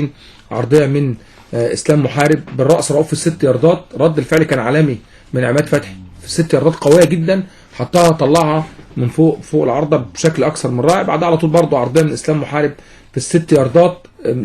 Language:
Egyptian Arabic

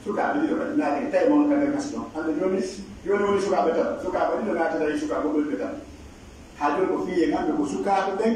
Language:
Pular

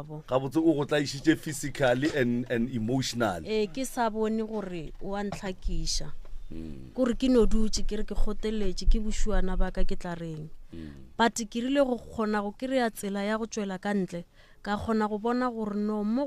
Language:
Northern Sotho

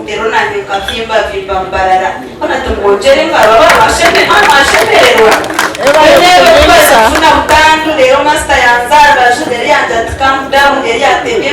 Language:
Nyankole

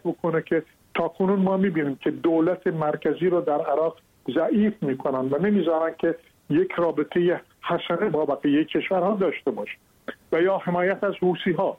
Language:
Persian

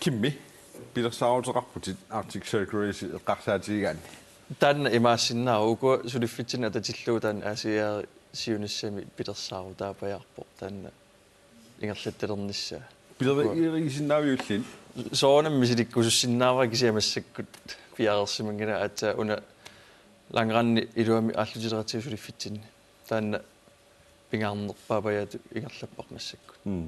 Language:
Kalaallisut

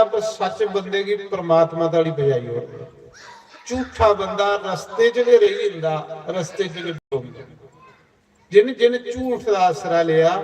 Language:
Dogri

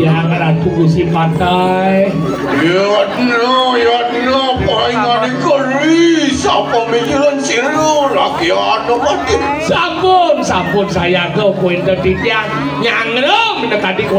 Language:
Balinese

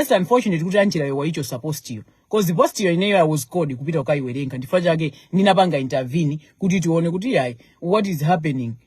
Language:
Nyanja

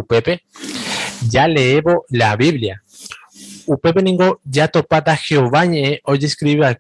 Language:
Guarani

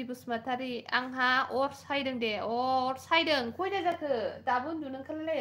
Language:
Bodo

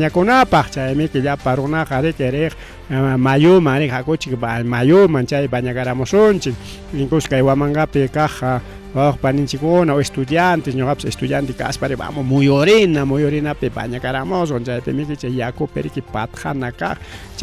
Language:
Ayacucho Quechua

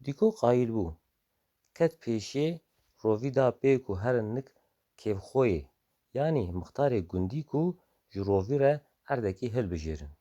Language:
Kurdish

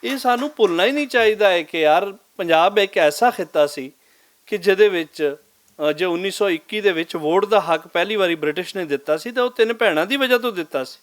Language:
Western Panjabi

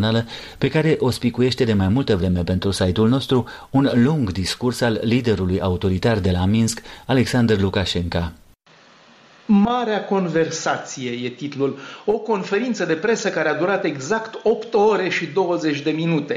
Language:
Romanian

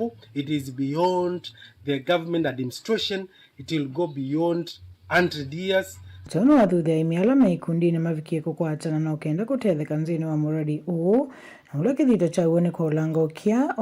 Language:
Kamba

